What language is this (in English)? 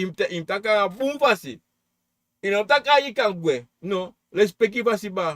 Sranan Tongo